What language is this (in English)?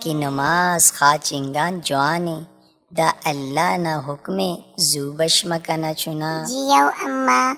Brahui